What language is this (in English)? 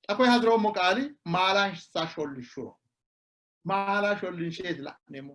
Sidamo